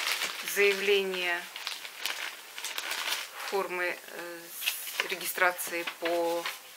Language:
Russian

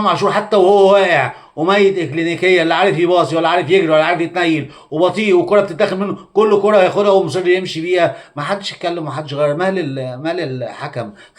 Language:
Egyptian Arabic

